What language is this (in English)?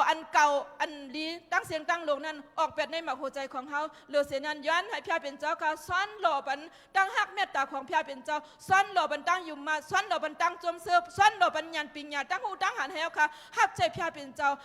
Shan